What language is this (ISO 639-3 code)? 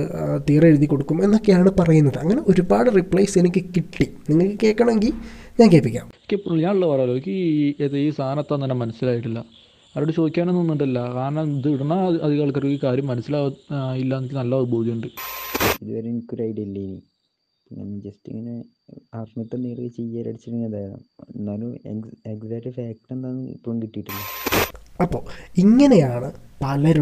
mal